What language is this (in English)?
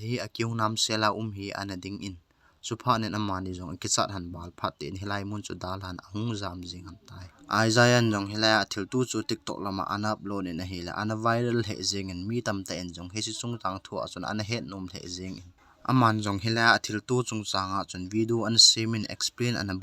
Thado Chin